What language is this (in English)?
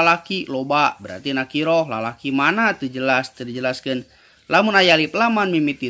Sundanese